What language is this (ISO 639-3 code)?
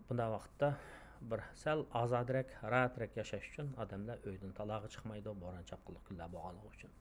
uig